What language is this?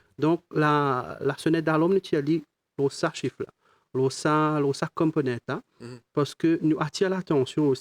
Morisyen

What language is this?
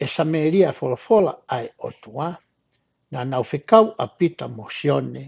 Tongan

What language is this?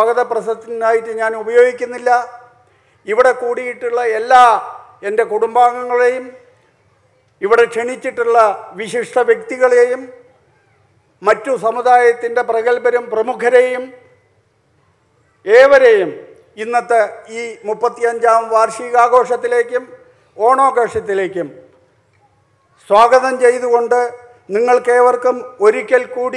Malayalam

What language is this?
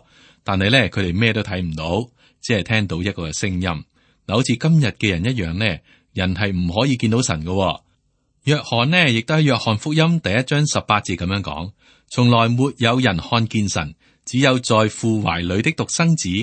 Cantonese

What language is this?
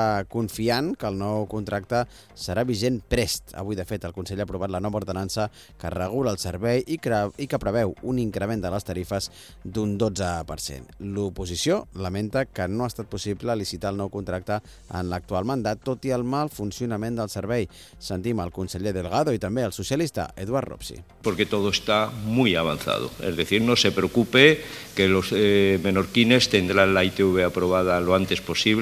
Catalan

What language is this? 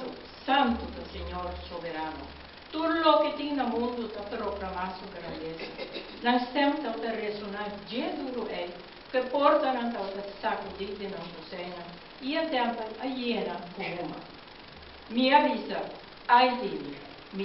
Papiamento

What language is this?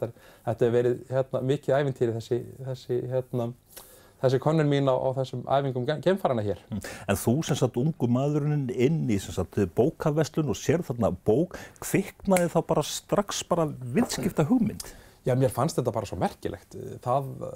Icelandic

